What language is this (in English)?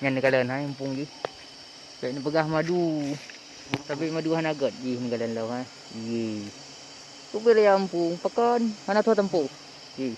Achinese